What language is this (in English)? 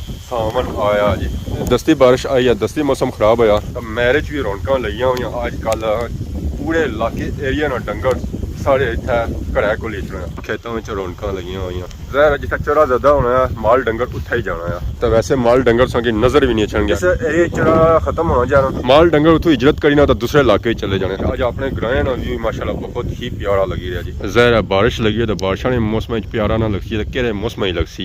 Pahari-Potwari